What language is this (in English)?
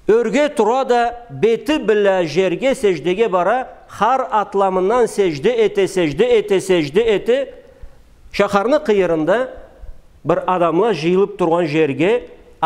Karachay-Balkar